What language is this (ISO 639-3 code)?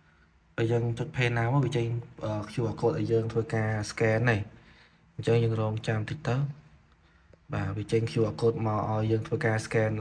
khm